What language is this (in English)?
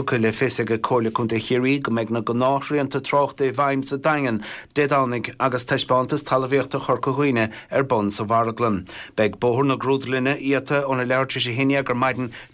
Irish